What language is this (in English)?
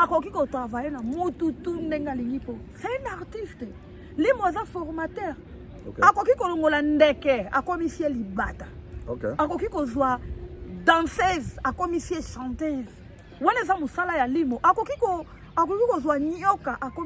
Lingala